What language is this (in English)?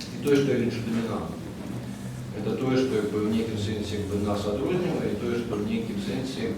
Belarusian